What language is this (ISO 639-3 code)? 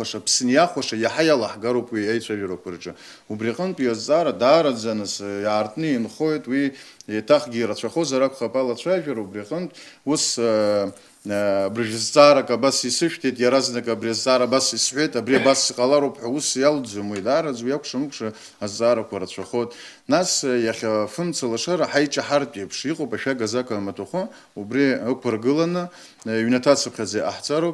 abk